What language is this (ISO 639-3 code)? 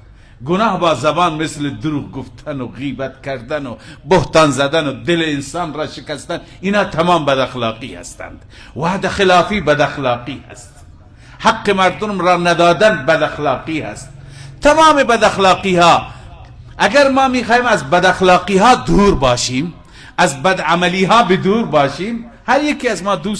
fas